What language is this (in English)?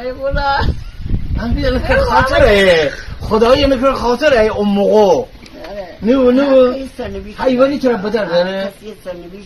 Gilaki